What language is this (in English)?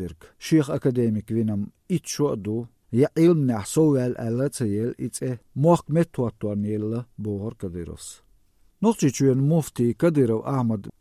Chechen